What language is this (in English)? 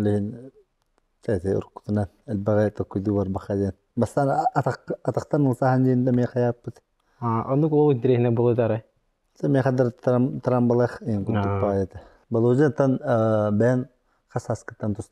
Yakut